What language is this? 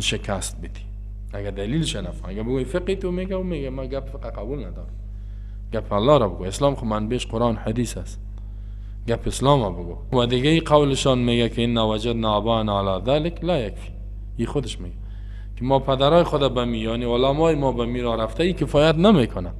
Persian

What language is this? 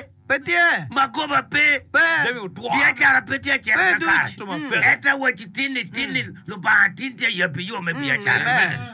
Acoli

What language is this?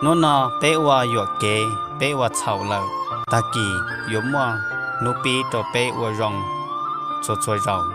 Hmong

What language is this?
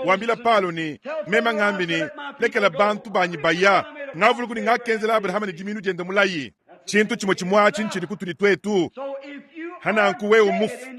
Luba-Lulua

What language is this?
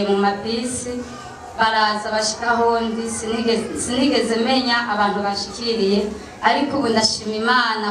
Rundi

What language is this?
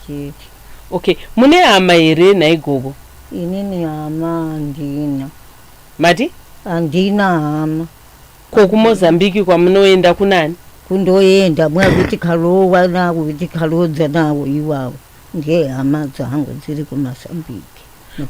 Shona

